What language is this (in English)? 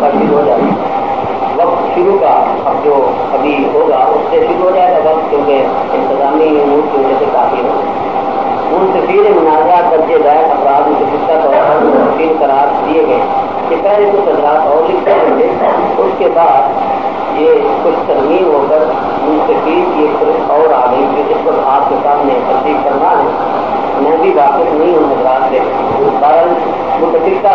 Urdu